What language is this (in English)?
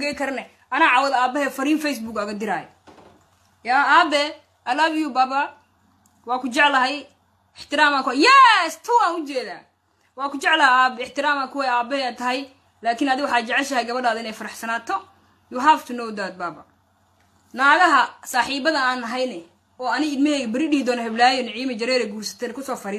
Somali